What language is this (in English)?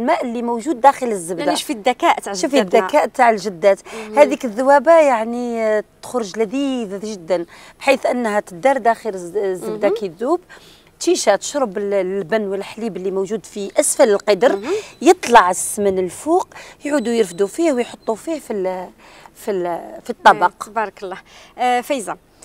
Algerian Arabic